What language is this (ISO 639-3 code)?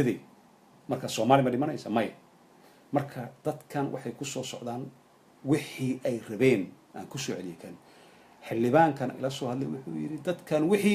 som